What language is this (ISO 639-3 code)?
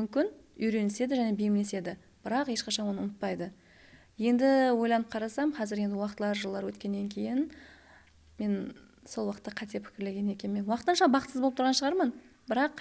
kaa